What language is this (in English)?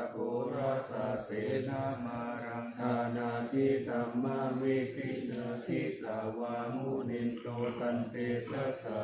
Pali